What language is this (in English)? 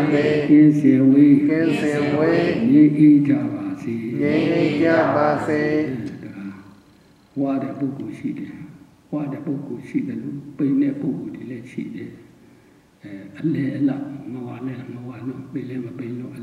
Burmese